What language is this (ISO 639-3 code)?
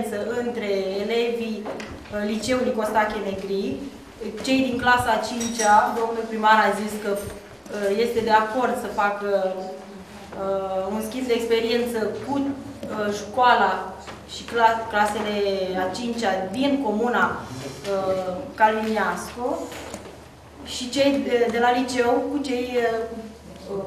ron